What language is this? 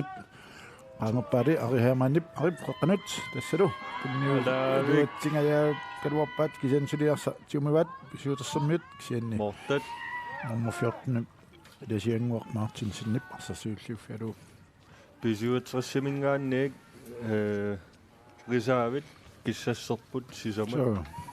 Kalaallisut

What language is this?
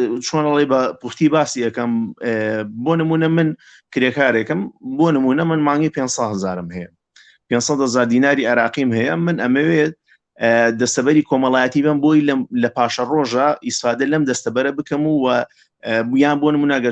Central Kurdish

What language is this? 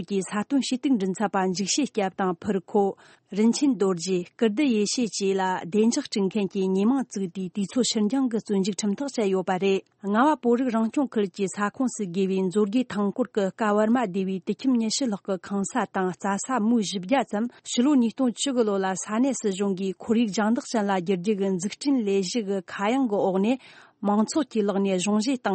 Tibetan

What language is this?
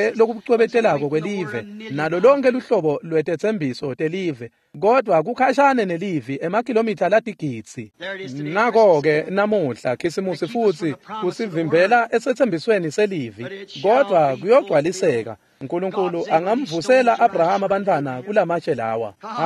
Swati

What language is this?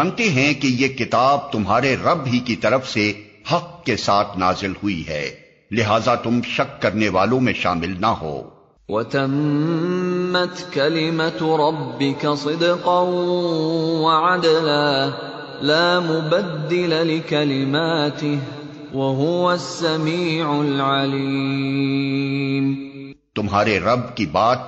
Urdu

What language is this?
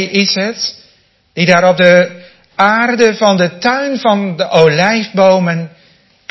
Dutch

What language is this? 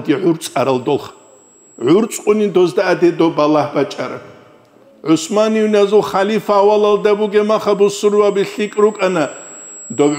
Avaric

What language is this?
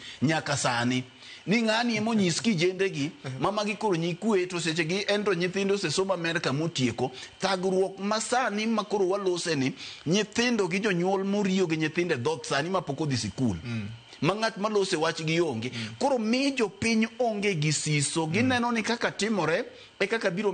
Luo (Kenya and Tanzania)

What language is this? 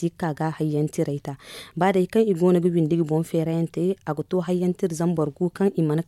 Zarma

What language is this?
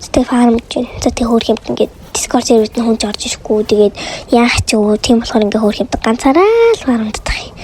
Mongolian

